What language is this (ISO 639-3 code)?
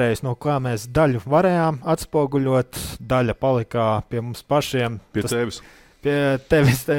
lav